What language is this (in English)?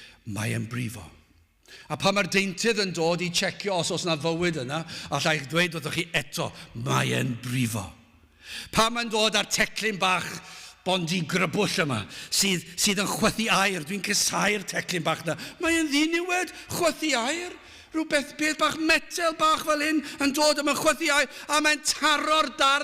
Welsh